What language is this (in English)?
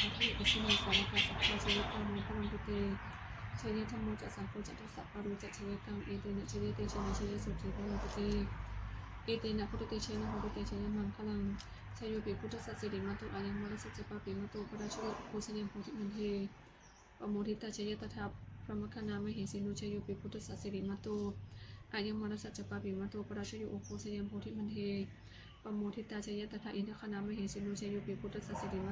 Pali